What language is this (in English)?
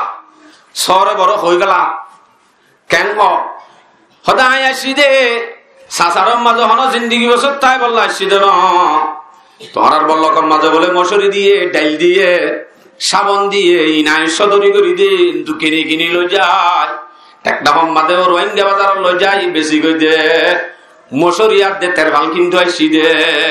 Rohingya